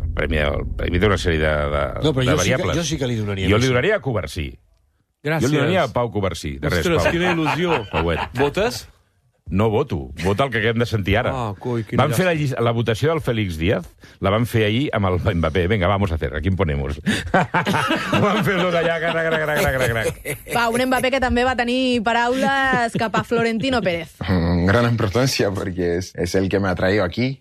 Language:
Catalan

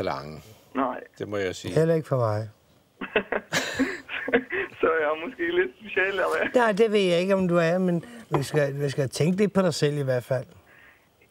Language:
Danish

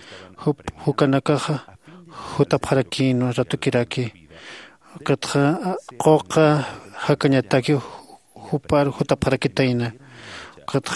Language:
Aymara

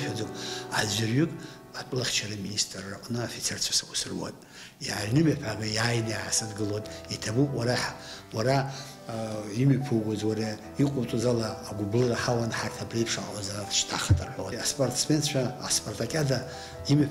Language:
Abkhazian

